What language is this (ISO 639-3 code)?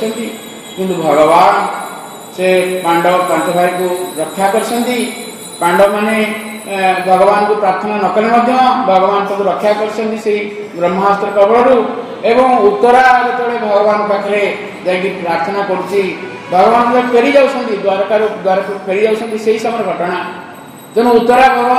ori